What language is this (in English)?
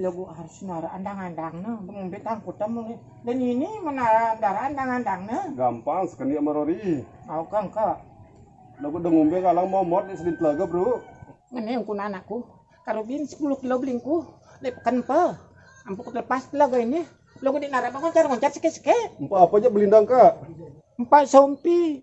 Sasak